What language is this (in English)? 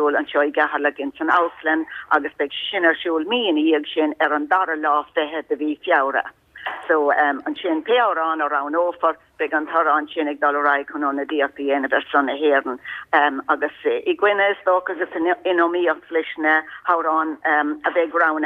Irish